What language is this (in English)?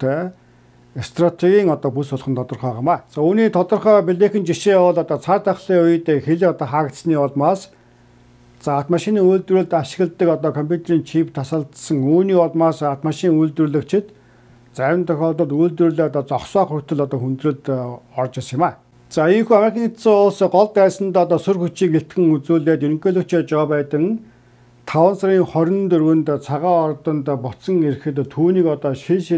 Mongolian